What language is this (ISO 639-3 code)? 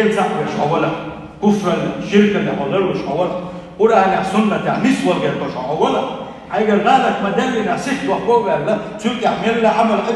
che